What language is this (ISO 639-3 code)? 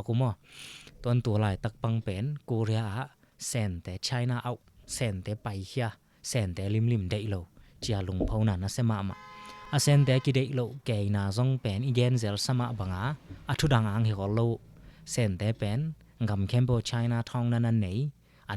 ctd